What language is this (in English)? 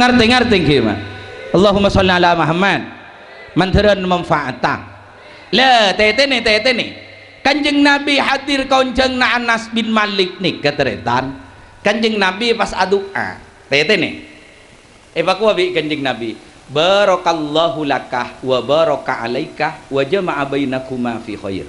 Madurese